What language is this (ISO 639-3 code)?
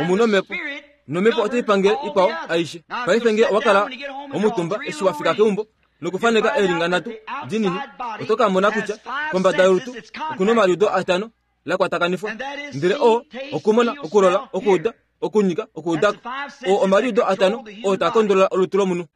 kua